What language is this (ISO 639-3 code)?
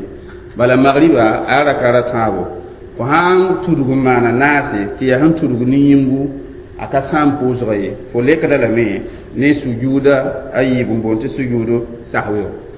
mos